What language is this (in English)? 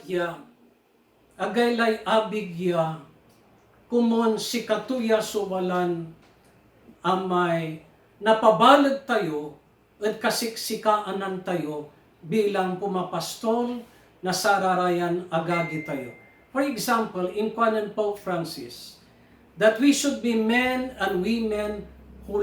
Pangasinan